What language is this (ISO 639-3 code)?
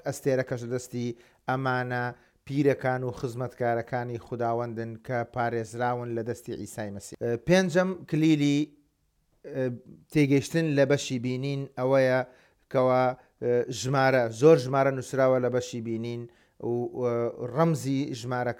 ckb